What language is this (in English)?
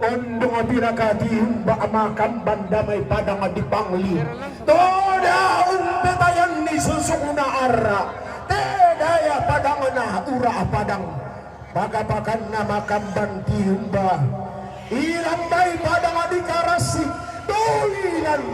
Toraja-Sa'dan